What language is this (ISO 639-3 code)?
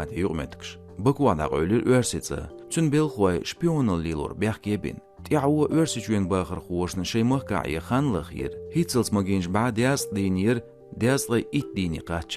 che